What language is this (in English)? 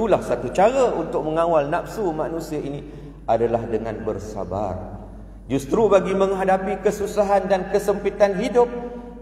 Malay